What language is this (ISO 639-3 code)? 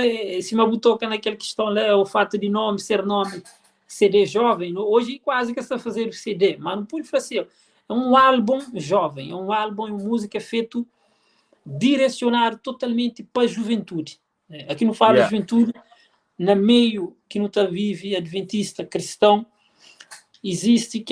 kea